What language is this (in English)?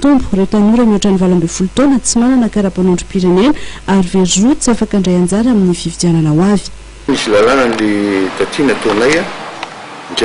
Malagasy